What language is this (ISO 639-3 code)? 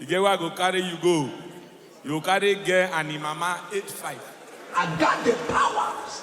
pcm